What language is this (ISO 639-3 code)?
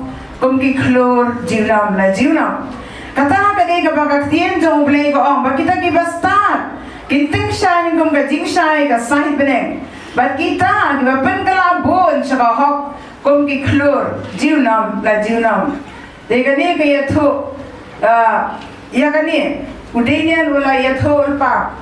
kha